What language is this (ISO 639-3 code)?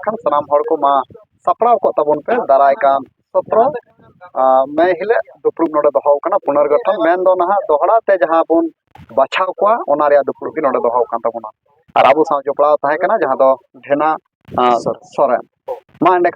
sat